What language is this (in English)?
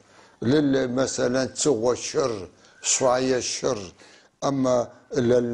North Levantine Arabic